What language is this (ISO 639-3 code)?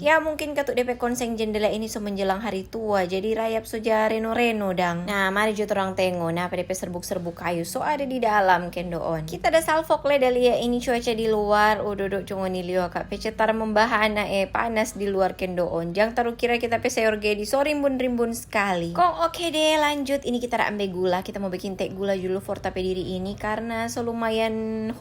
xmm